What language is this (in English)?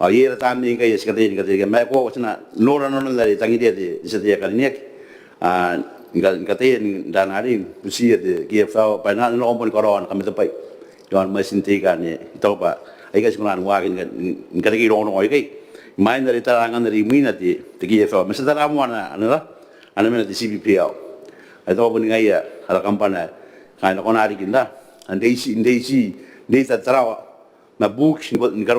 Gilbertese